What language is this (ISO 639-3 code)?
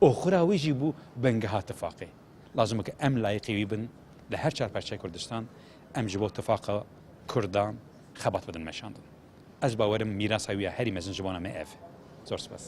kur